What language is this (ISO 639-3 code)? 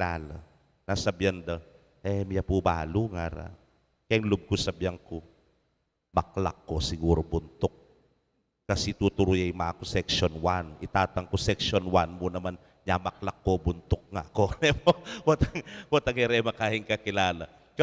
pam